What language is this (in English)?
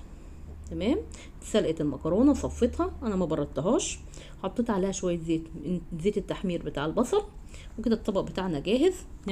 Egyptian Arabic